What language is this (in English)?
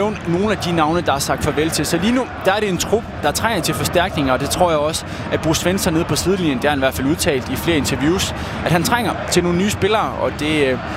Danish